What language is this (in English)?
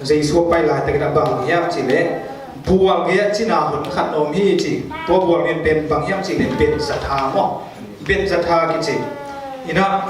Tedim Chin